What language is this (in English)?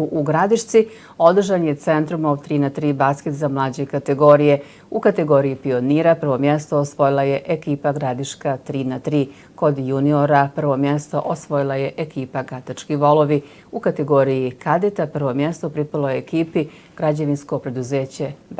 Bosnian